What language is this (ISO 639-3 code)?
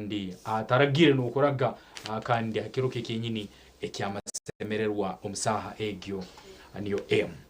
nyn